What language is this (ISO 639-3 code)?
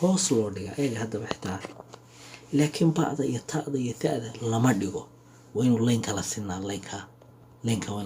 som